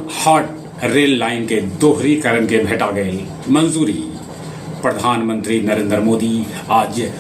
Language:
Magahi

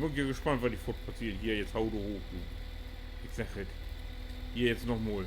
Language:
Low German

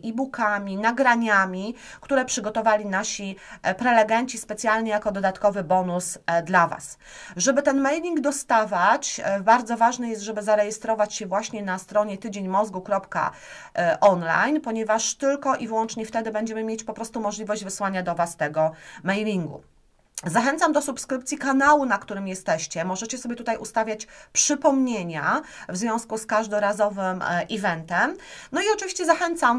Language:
Polish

